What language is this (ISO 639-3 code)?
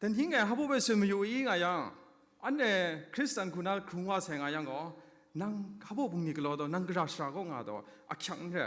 kac